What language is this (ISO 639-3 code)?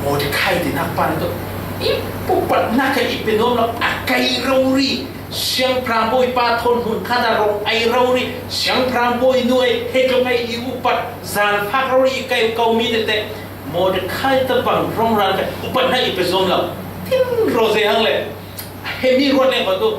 cfm